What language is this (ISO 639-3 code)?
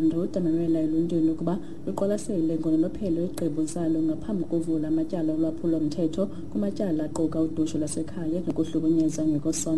xho